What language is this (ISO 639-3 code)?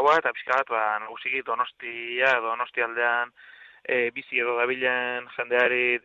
eus